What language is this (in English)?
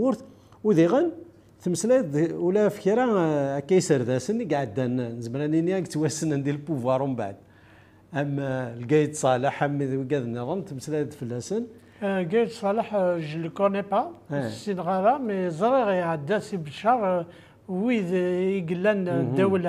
Kabyle